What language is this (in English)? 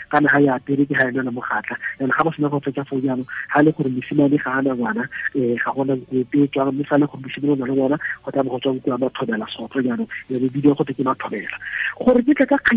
Tswana